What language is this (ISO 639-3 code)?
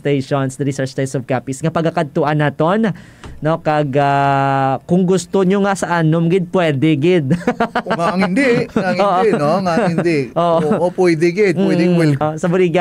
hil